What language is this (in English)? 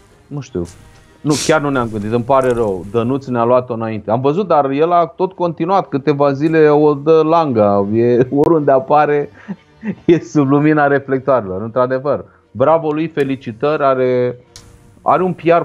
Romanian